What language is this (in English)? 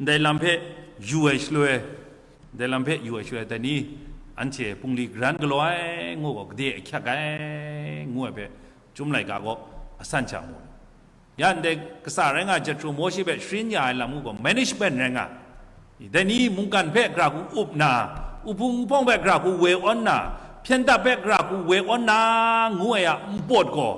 Kachin